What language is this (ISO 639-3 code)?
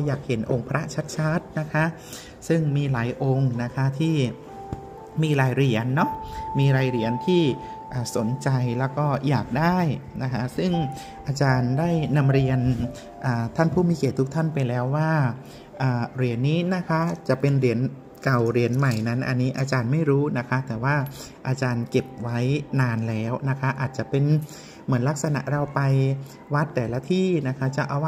tha